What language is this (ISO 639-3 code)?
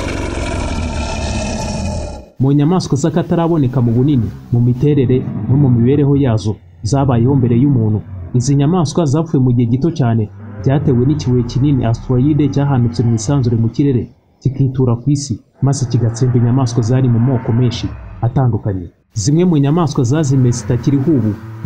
kin